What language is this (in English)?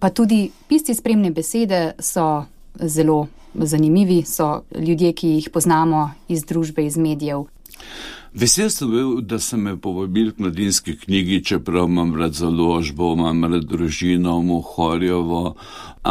Slovenian